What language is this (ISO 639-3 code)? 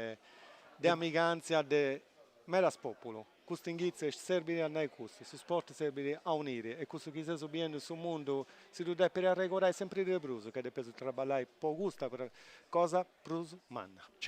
srd